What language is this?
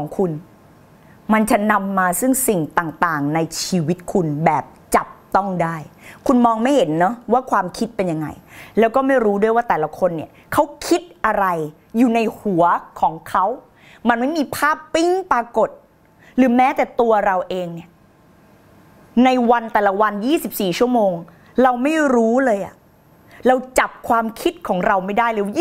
Thai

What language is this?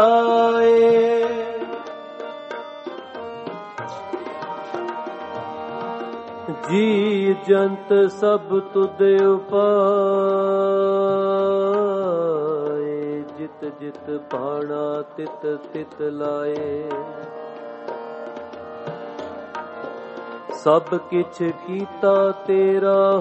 Punjabi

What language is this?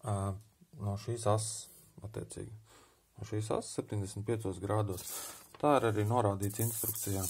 Latvian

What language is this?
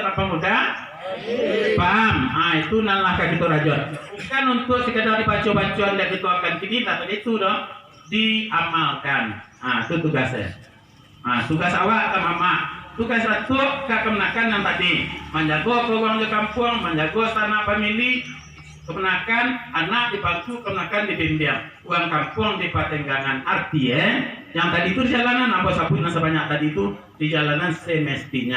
Minangkabau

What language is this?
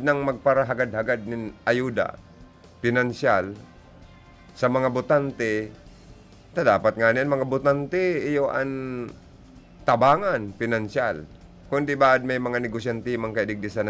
Bikol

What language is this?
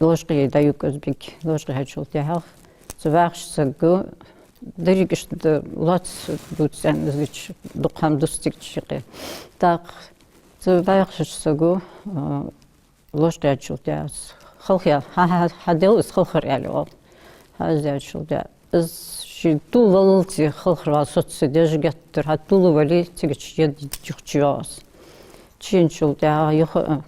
Ingush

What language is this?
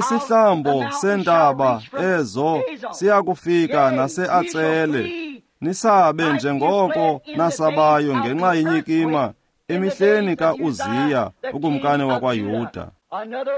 Xhosa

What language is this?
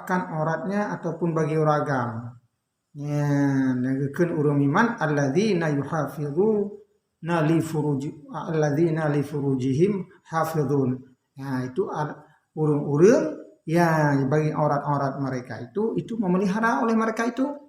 Achinese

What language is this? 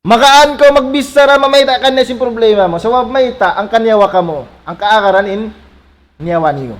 Tausug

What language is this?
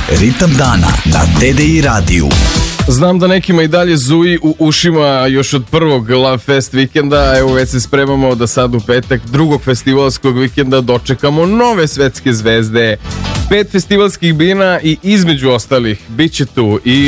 Serbian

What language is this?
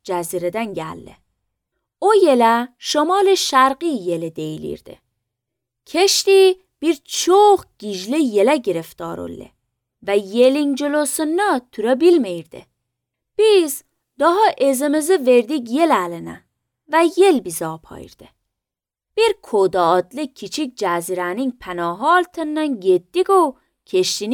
Azerbaijani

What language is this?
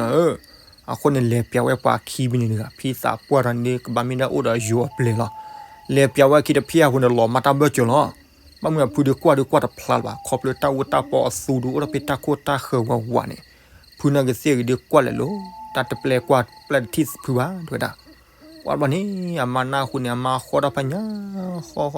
S'gaw Karen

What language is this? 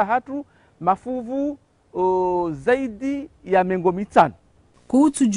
Ngazidja Comorian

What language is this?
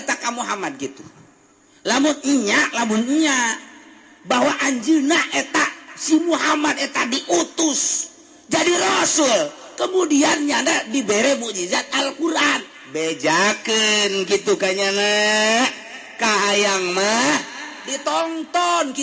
Sundanese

